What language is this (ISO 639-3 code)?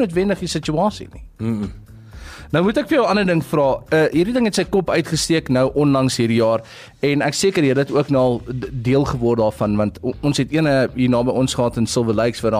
afr